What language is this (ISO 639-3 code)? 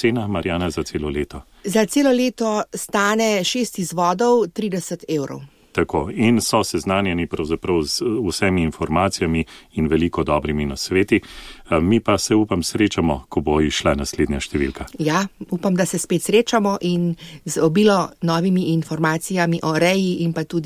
slv